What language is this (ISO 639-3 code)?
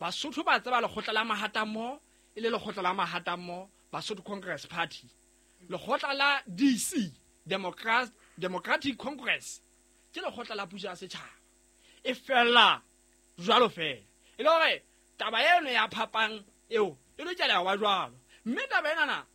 sot